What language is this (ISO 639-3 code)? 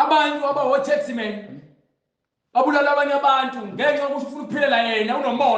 zul